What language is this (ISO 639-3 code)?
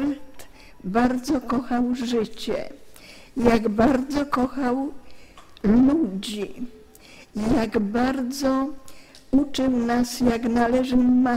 pol